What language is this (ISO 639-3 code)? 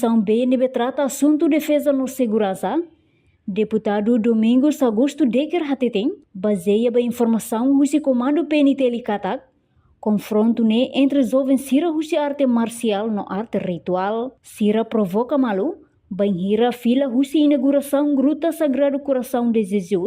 tet